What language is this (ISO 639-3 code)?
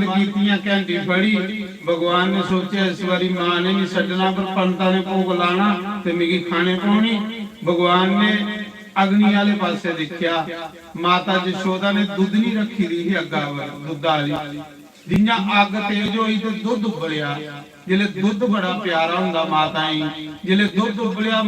doi